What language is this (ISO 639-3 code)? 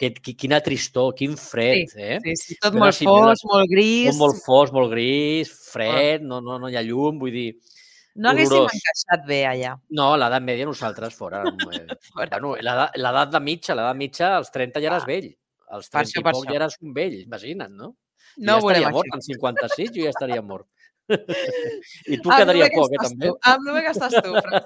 cat